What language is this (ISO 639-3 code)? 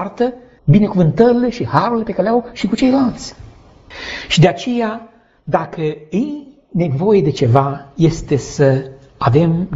ron